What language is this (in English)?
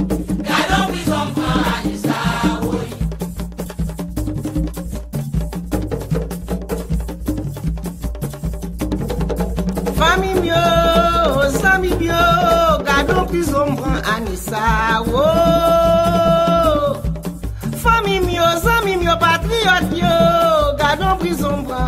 Haitian Creole